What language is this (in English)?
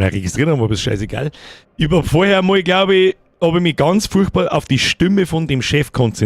Bavarian